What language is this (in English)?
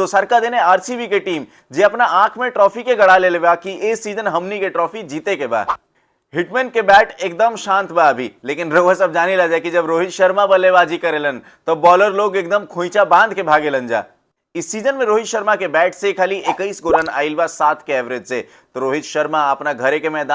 Bhojpuri